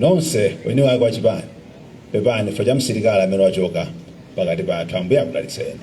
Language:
Nyanja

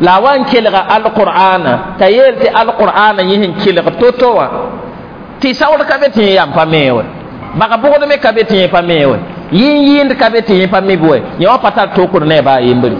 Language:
Mossi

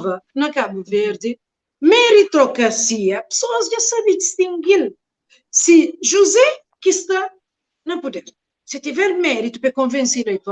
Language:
Kabuverdianu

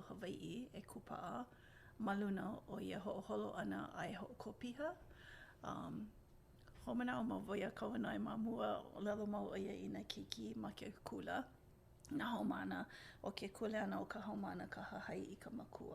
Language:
Hawaiian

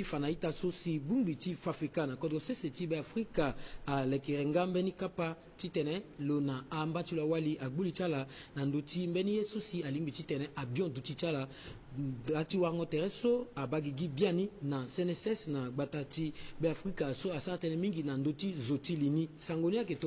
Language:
Sango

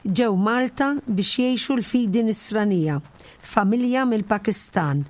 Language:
Maltese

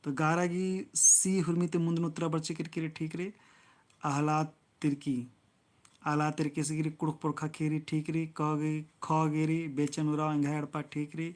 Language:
Kurukh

